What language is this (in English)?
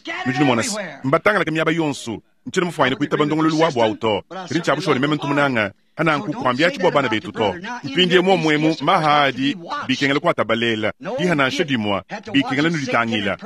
Luba-Lulua